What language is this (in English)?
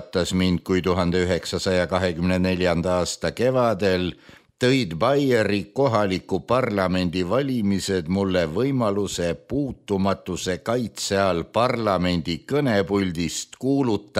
Estonian